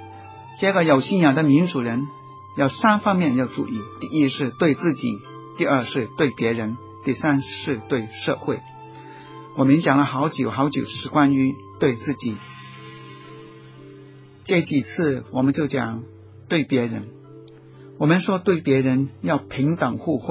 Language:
Chinese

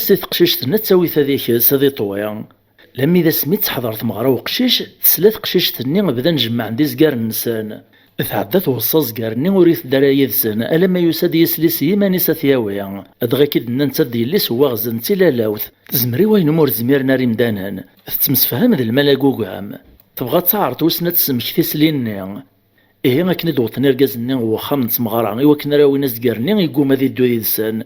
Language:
Kabyle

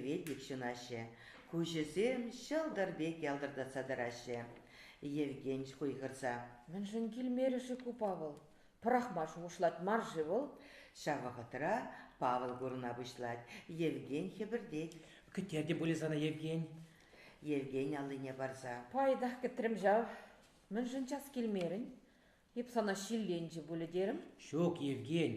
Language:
Chuvash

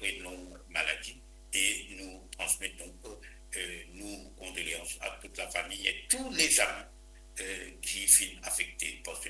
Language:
Morisyen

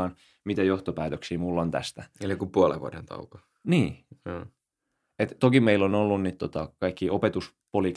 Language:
Finnish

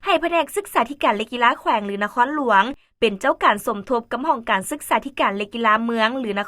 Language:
Lao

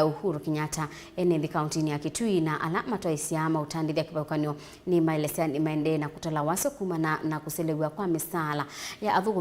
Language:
Kamba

